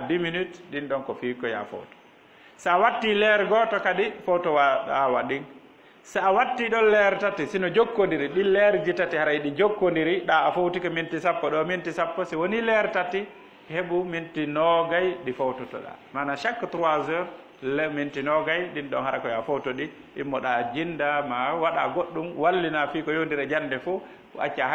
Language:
Fula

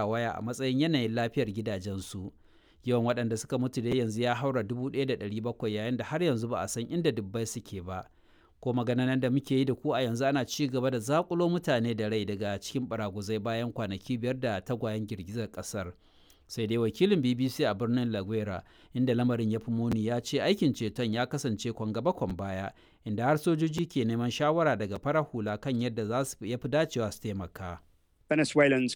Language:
Hausa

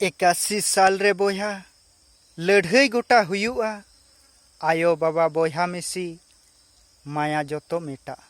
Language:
Santali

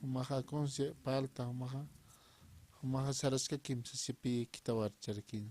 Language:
Aymara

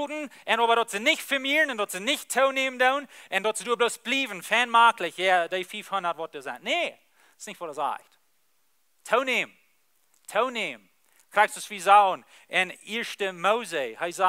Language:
Plautdietsch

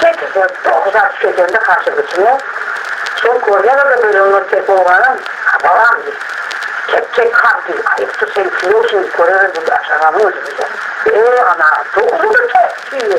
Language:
Crimean Tatar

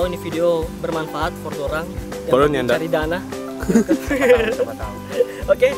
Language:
Manado Malay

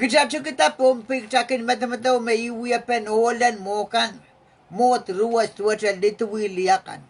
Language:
Pohnpeian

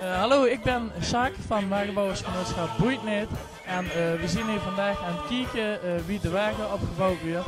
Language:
Limburgish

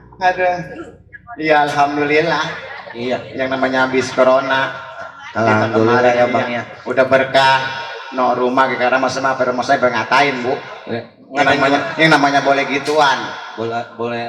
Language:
Betawi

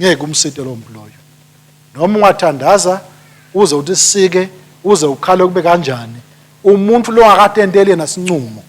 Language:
Swati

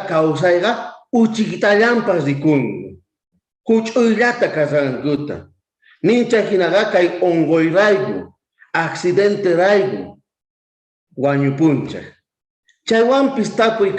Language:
South Bolivian Quechua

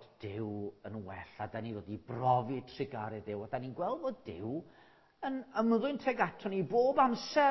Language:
Welsh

